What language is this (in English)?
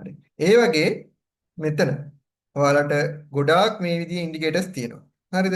Sinhala